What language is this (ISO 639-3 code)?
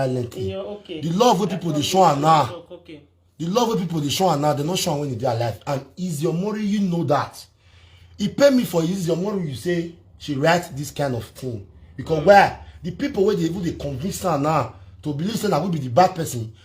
pcm